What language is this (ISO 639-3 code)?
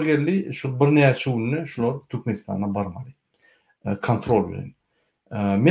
tuk